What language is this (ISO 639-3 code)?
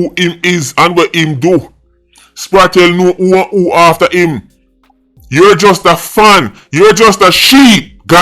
jam